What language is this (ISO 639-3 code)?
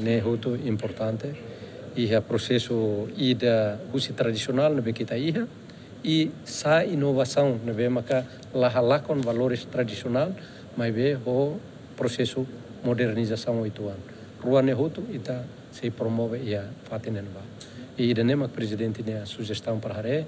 tet